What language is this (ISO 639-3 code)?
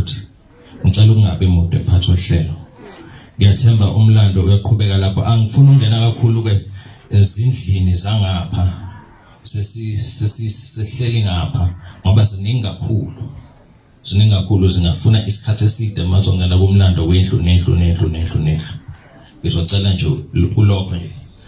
zul